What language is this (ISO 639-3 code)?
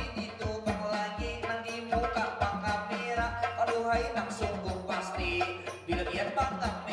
bjn